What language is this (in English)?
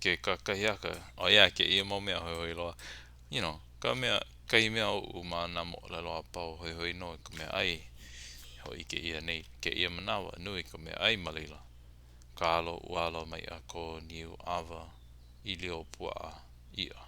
Hawaiian